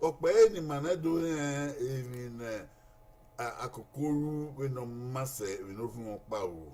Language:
Bini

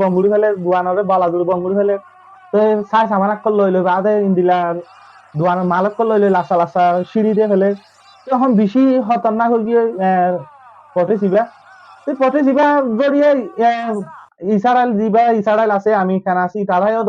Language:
Rohingya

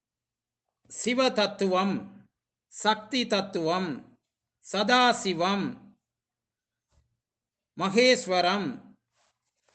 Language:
Tamil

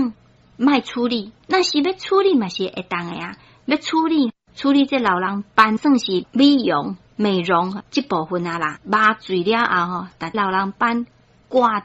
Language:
Min Nan Chinese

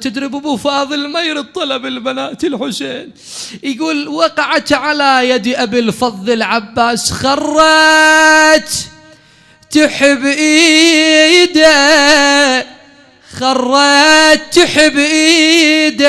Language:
Mesopotamian Arabic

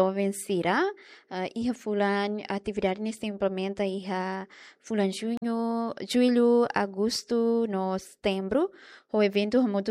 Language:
Tetum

